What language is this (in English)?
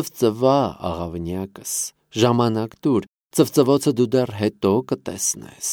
Armenian